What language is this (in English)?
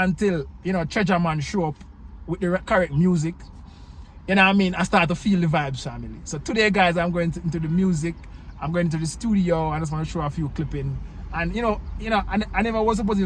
Jamaican Creole English